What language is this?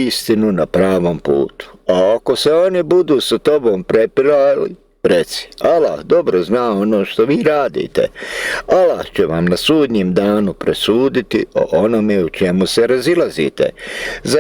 Bosnian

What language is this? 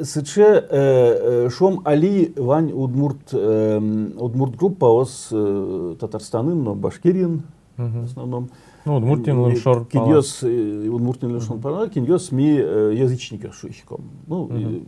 Udmurt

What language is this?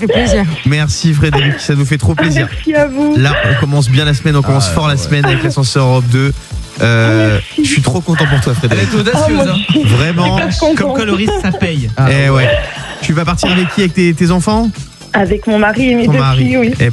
French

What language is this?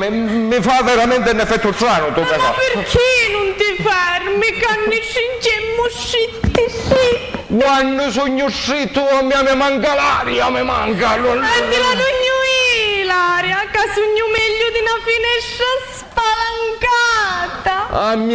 Sicilian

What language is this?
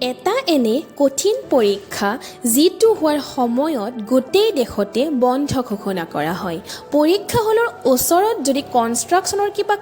Assamese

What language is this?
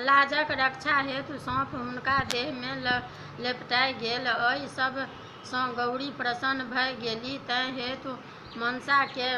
Maithili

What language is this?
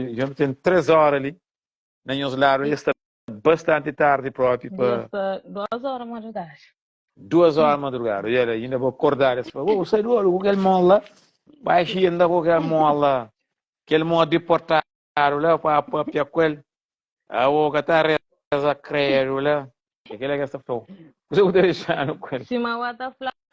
Kabuverdianu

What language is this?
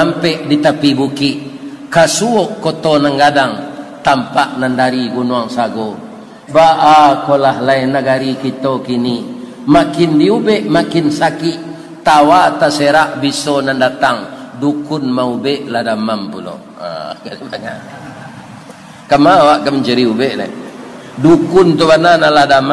Minangkabau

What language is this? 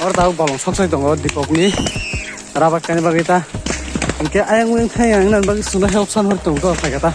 Kok Borok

